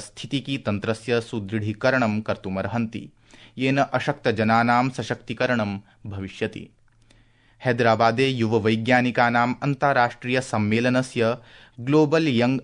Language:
Sanskrit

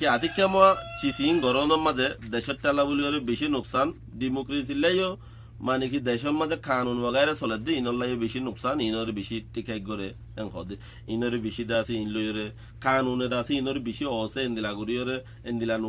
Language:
Rohingya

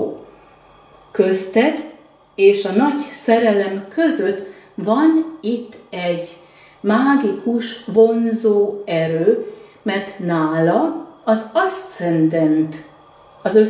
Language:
Hungarian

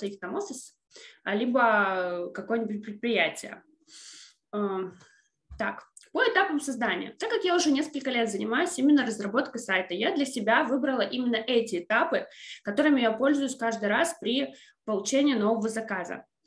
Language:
Russian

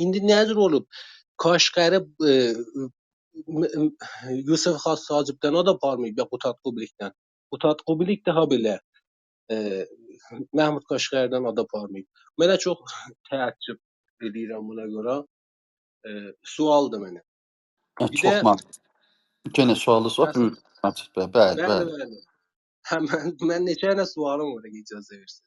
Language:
South Azerbaijani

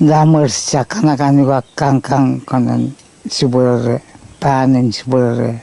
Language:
Pohnpeian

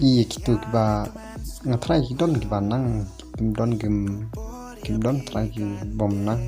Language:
Khasi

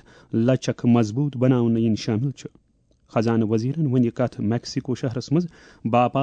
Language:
Kashmiri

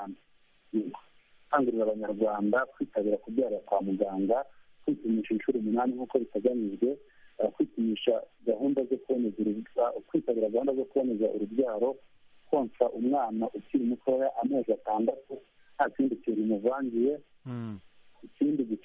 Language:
Kinyarwanda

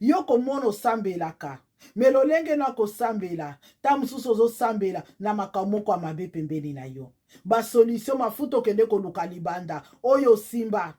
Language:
Lingala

